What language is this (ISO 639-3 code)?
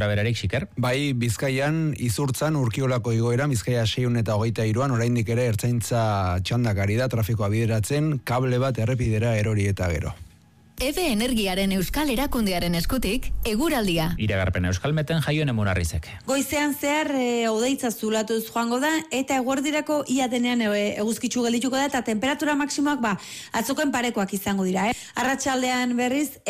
eus